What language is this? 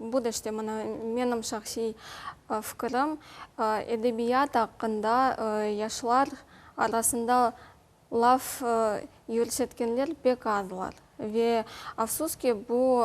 Crimean Tatar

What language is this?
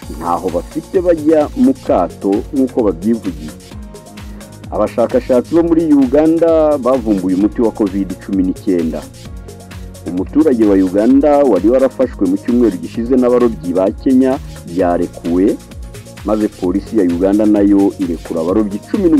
Kinyarwanda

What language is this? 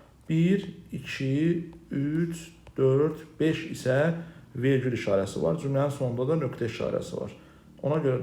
Azerbaijani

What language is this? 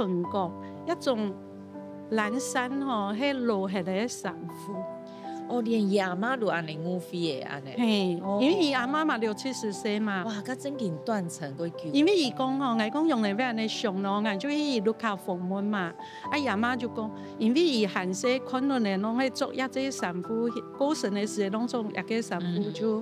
Hakka Chinese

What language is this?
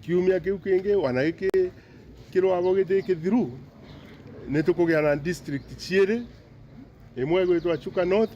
Meru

